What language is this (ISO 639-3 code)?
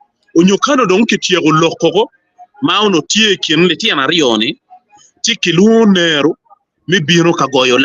ach